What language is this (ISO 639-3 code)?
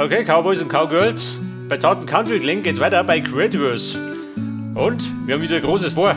bar